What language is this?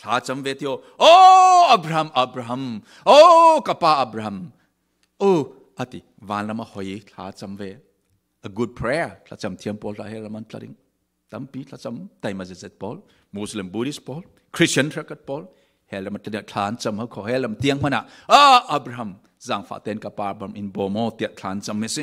Falam Chin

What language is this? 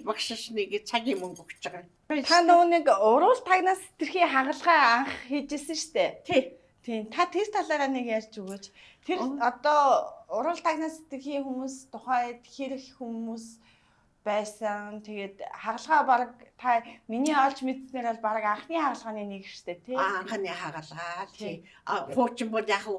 Mongolian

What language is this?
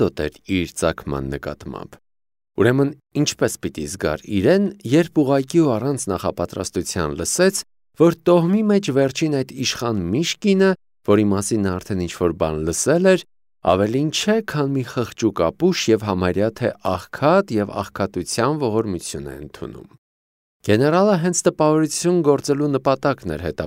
Armenian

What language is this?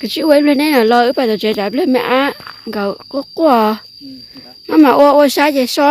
Hmong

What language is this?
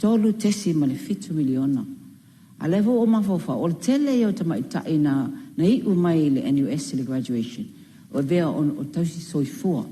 Samoan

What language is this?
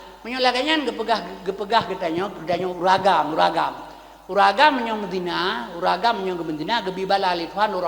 Achinese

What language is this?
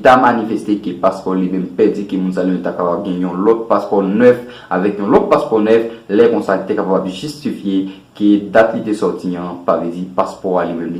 Haitian Creole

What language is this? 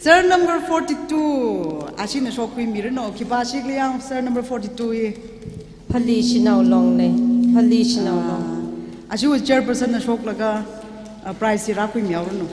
Tangkhul Naga (India)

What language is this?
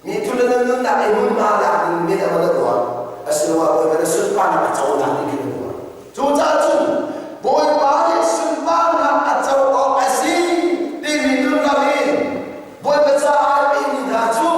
Hakha Chin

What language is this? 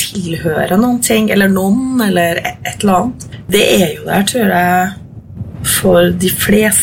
Norwegian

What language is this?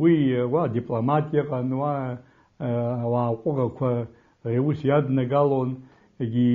Abkhazian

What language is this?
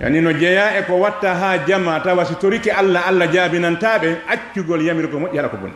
Fula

